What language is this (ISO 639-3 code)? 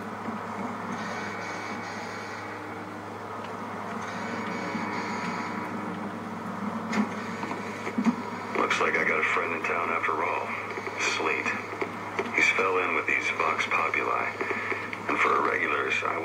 eng